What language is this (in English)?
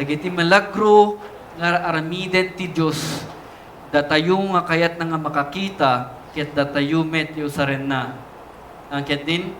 Iloko